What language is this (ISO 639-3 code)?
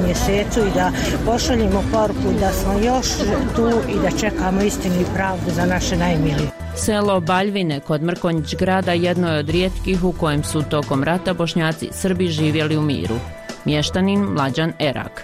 bos